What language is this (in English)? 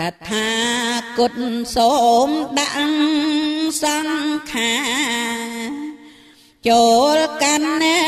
Khmer